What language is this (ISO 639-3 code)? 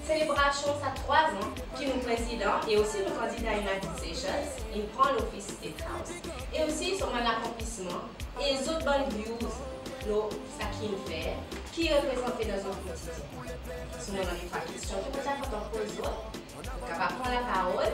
crs